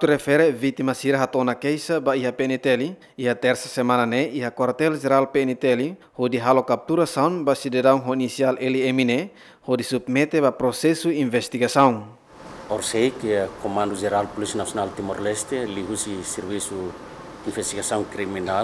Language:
Tetum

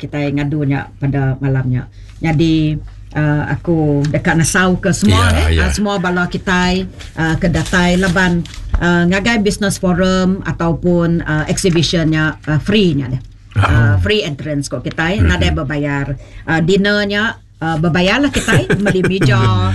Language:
Iban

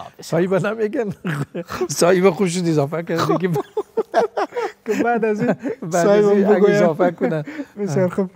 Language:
Persian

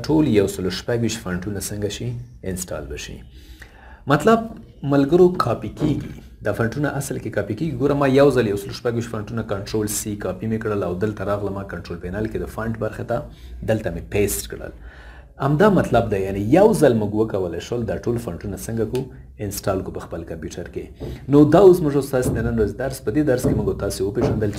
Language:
Pashto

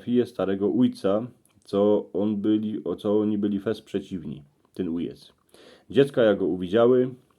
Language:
Silesian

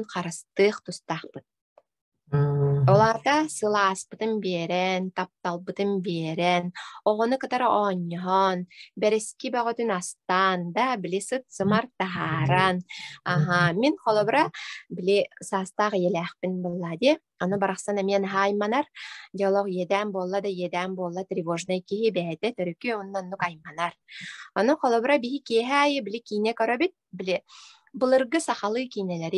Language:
Yakut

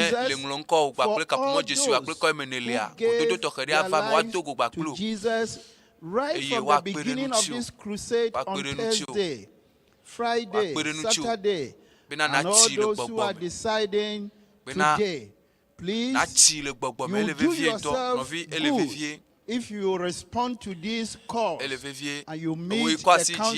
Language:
Ewe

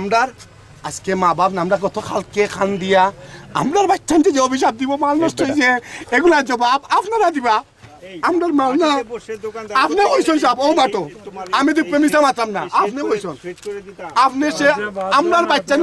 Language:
Sylheti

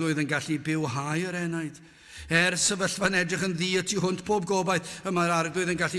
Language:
Welsh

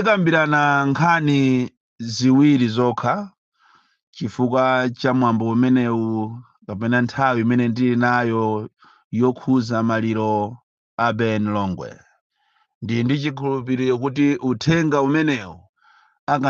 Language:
Nyanja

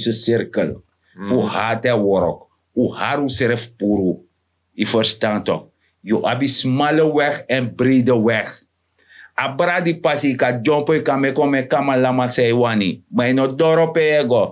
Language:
Sranan Tongo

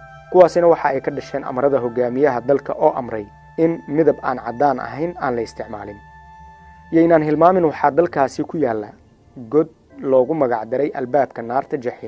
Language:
Somali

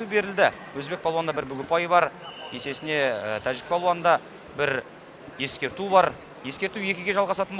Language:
Kazakh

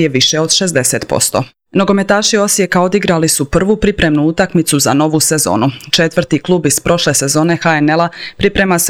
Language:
Croatian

